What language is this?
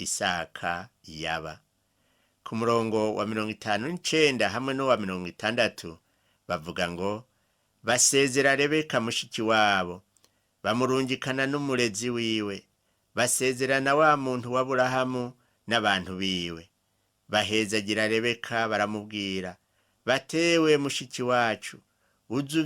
Rundi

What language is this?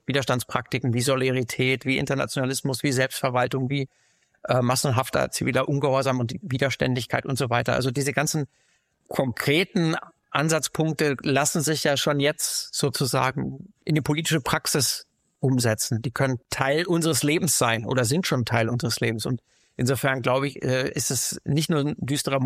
German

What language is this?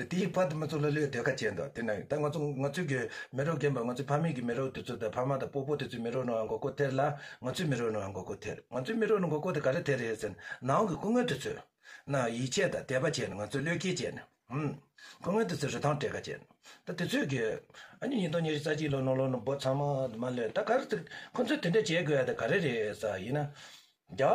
Tibetan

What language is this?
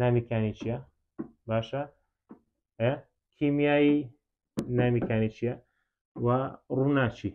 Central Kurdish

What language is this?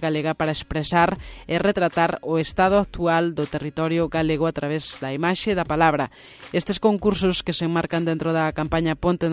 Galician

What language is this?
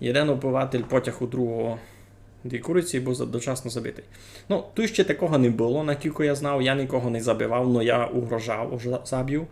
Rusyn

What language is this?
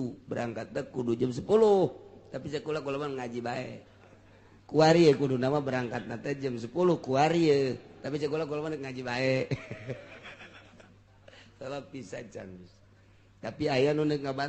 Sundanese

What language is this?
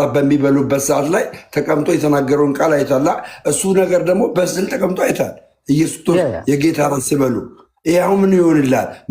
Amharic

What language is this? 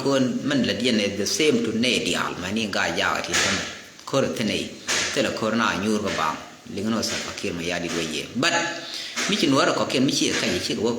Nuer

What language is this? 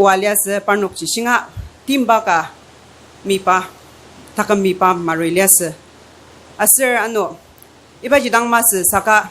Ao Naga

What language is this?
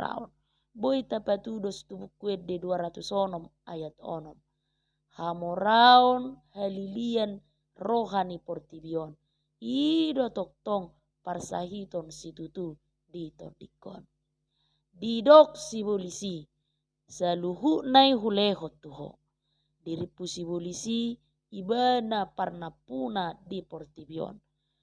Batak Toba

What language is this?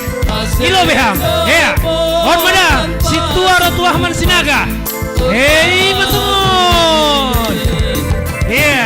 Batak Simalungun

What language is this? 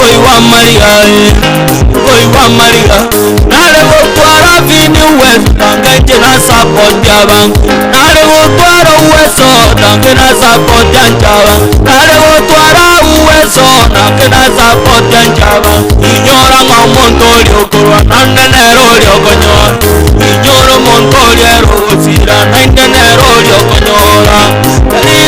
Gusii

